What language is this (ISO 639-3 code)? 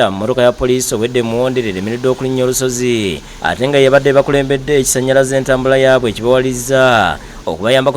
lug